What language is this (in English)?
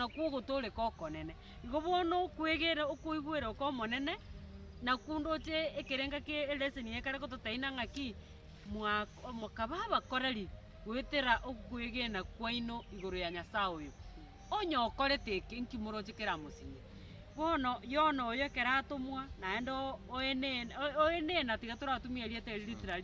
Gusii